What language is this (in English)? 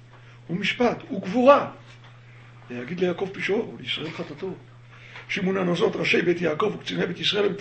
Hebrew